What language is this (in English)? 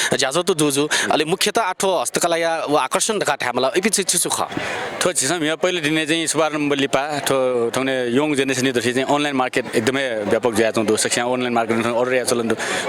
Newari